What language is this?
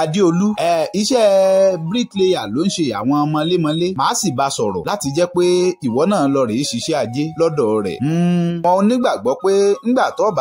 Yoruba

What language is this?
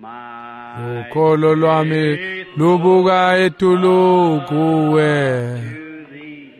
Swati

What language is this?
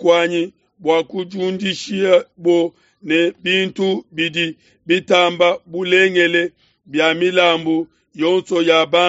Luba-Lulua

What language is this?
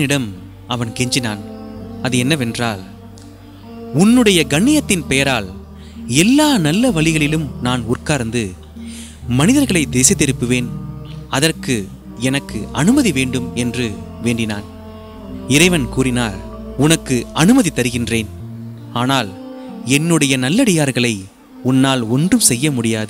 Tamil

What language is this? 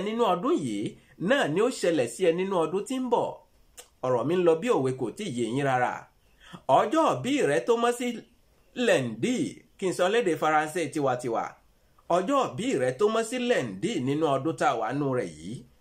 Yoruba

